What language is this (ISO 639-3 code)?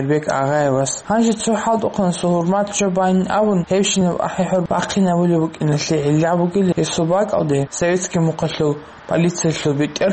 ava